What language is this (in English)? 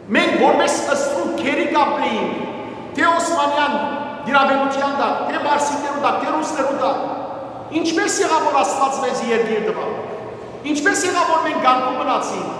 Western Armenian